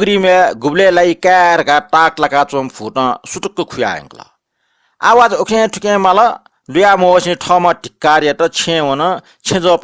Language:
Newari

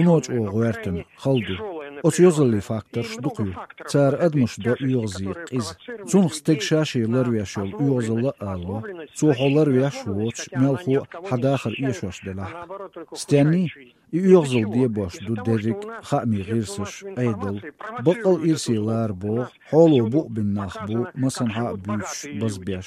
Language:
Chechen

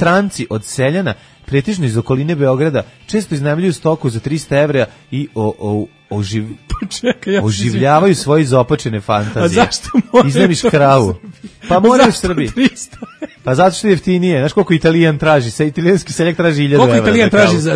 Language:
Serbian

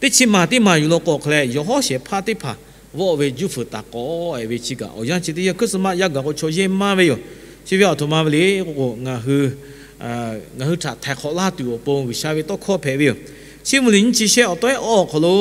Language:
Lahu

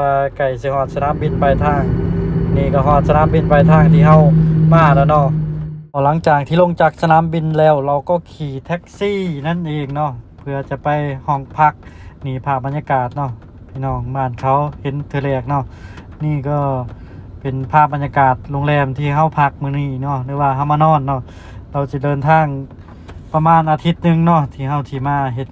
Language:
Lao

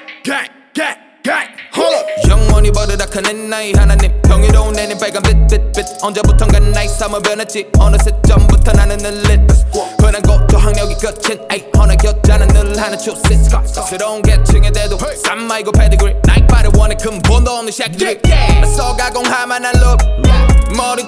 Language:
Korean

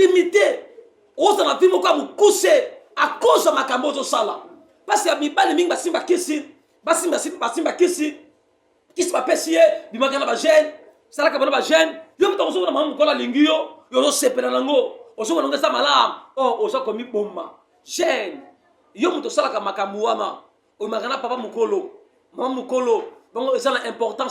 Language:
Lingala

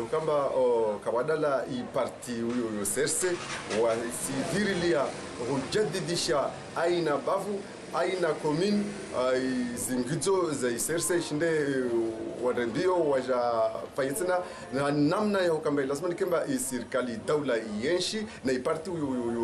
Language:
Ngazidja Comorian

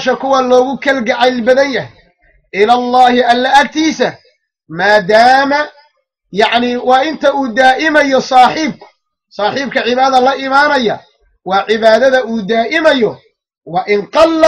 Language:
Somali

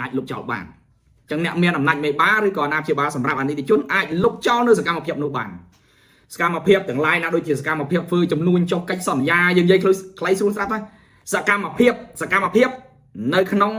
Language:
Khmer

